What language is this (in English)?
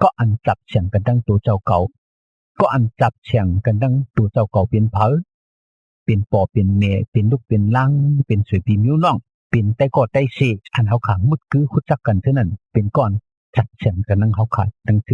Shan